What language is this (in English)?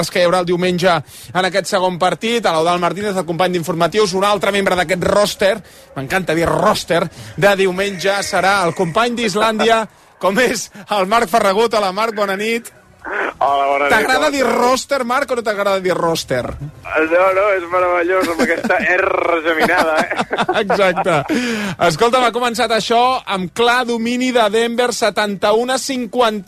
Catalan